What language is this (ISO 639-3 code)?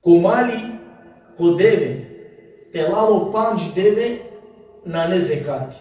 rmn